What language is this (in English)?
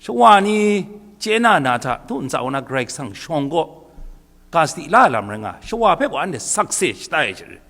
Kachin